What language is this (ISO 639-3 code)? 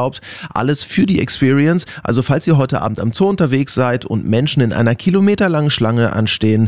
deu